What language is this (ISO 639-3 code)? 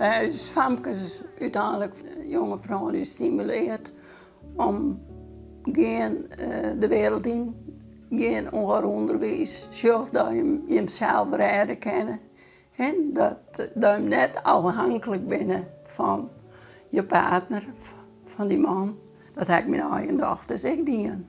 fry